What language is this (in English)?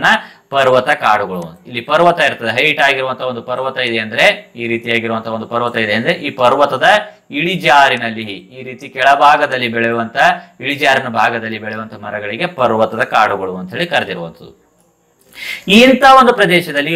Kannada